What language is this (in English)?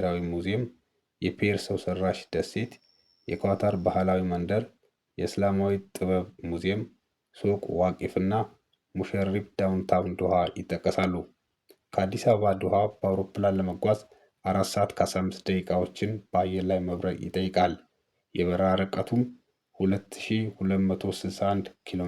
Amharic